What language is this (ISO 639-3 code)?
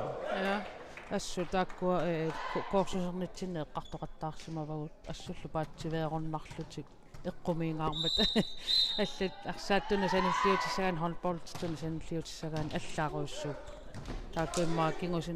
kal